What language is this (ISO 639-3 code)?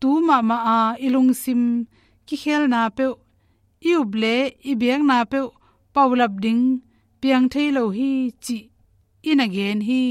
ctd